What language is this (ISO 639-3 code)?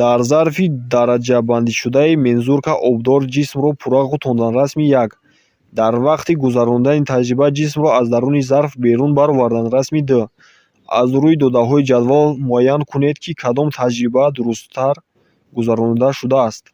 tgk